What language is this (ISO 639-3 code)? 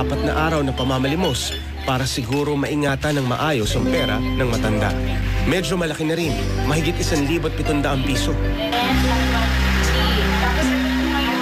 fil